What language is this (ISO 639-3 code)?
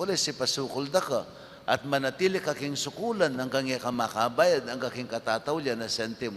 pam